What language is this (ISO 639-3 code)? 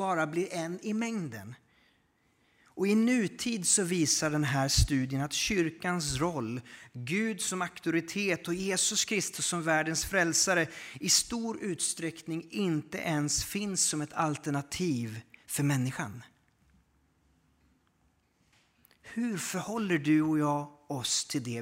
swe